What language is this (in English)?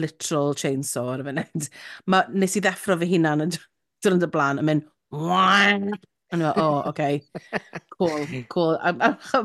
Welsh